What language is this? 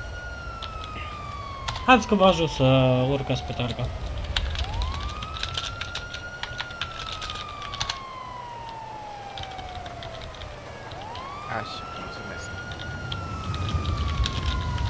Romanian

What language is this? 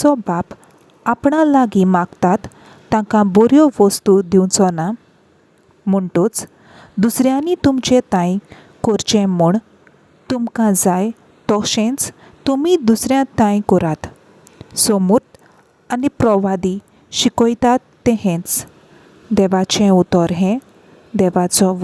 Konkani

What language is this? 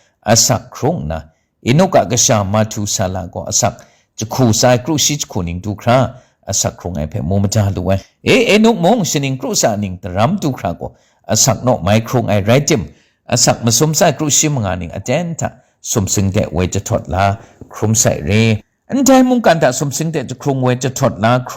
Kachin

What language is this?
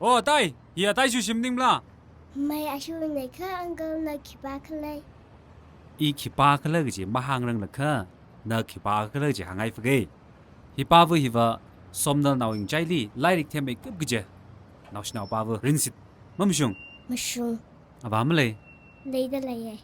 Tangkhul Naga (India)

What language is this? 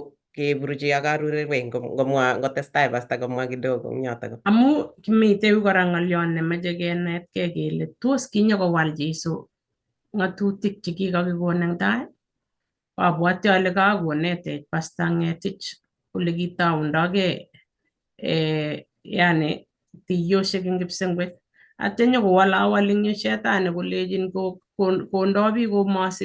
Kalenjin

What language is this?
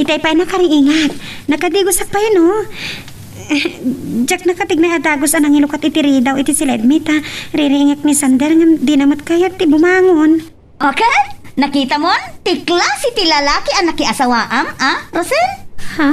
Iloko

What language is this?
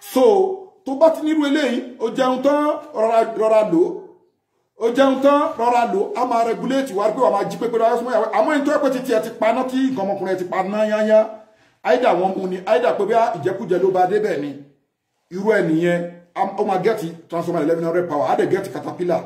Yoruba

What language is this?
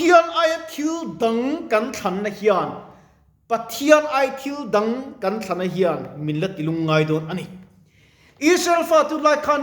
Mizo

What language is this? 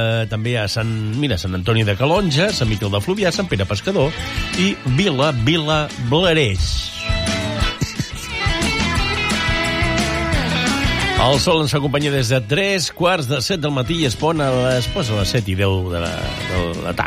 Catalan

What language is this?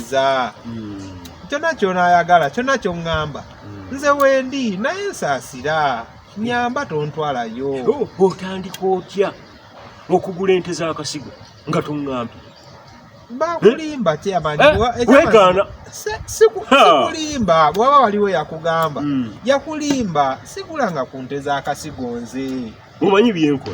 Ganda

